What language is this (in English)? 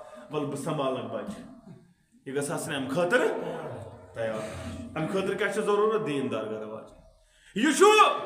Kashmiri